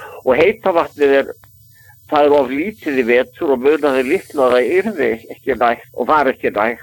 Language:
Icelandic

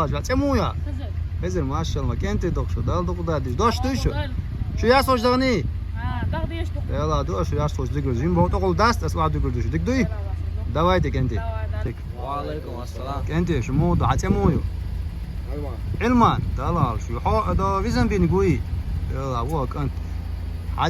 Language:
Chechen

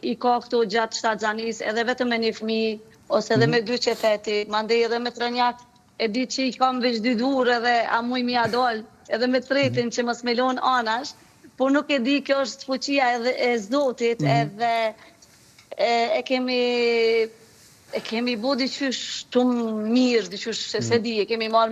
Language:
Albanian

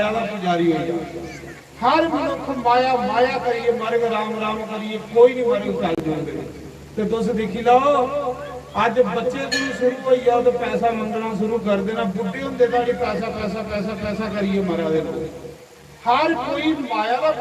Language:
Dogri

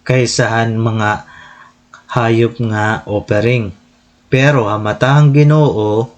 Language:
Waray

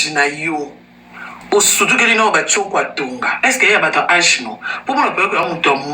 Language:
Lingala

